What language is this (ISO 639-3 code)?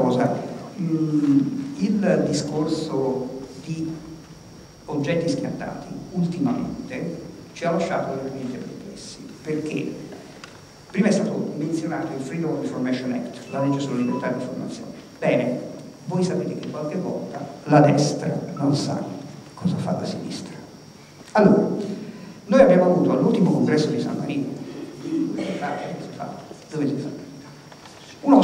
ita